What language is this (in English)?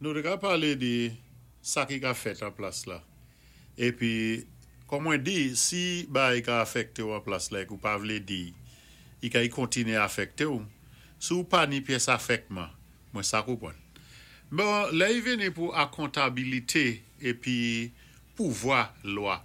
Saint Lucian Creole French